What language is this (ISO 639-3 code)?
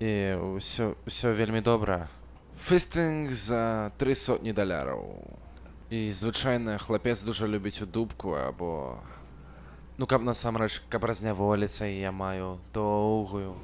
bel